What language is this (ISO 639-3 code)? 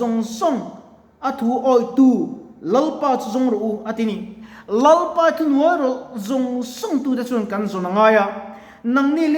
lus